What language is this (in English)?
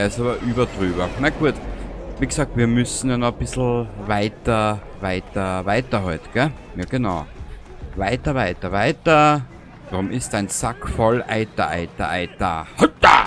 Bavarian